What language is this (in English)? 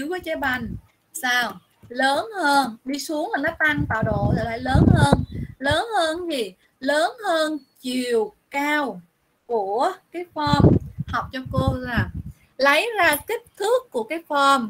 Vietnamese